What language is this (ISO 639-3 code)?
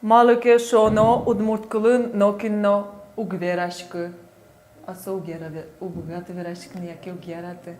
udm